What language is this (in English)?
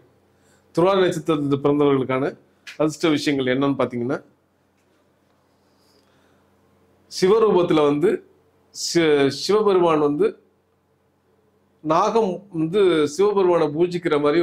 Tamil